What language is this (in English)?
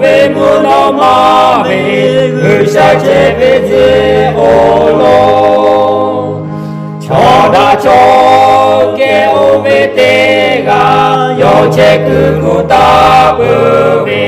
Lahu